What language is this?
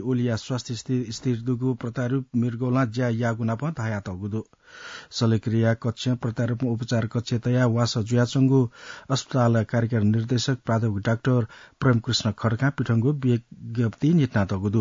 Newari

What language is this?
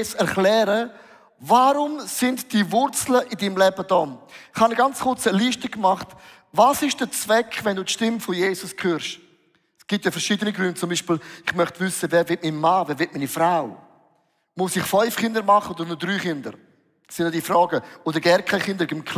Swiss German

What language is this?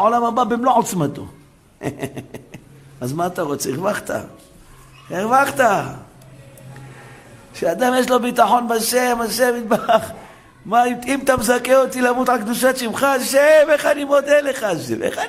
Hebrew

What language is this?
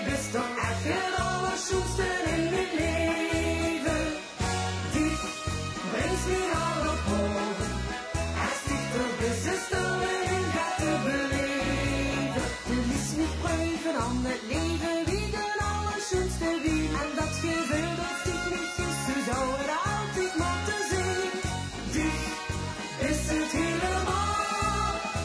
Limburgish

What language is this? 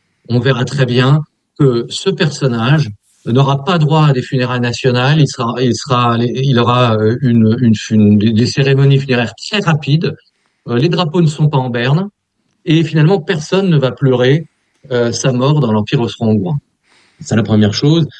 French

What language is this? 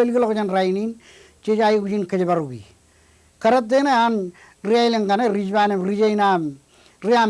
Marshallese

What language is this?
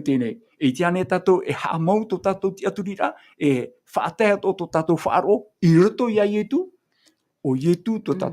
Tahitian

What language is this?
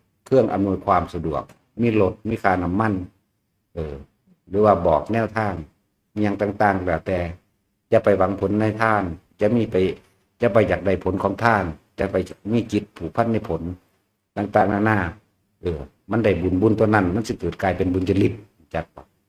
Northeastern Thai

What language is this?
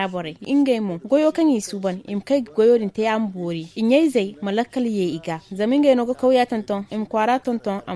Zarma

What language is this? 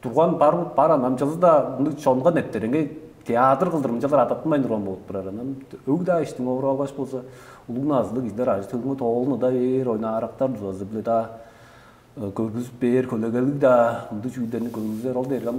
Tuvinian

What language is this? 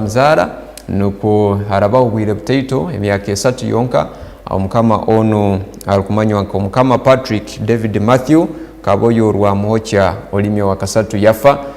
Tooro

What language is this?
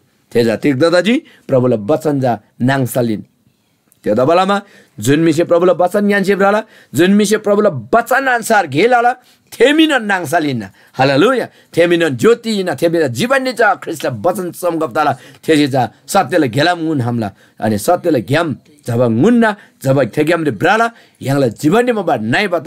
Eastern Tamang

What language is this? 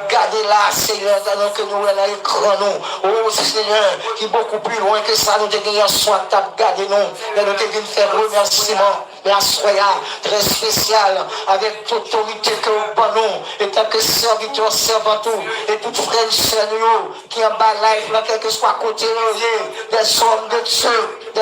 Haitian Creole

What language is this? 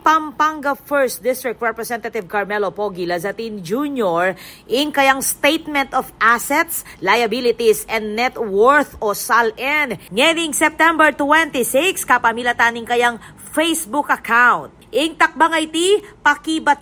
Pampanga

